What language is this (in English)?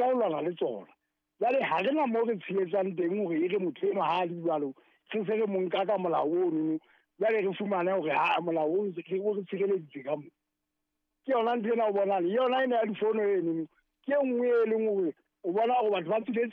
Southern Sotho